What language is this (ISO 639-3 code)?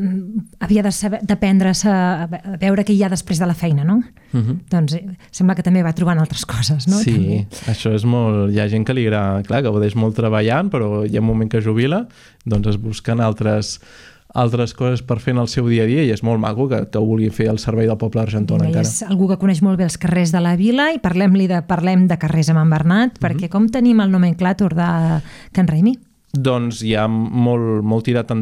cat